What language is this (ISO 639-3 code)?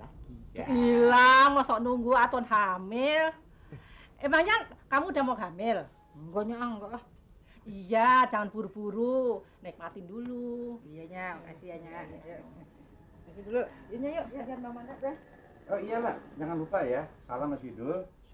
bew